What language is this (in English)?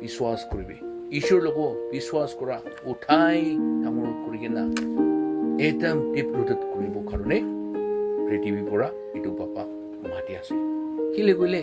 Naga Pidgin